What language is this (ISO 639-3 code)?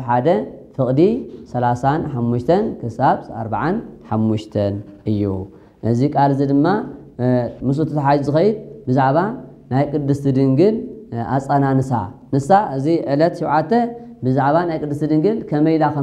tir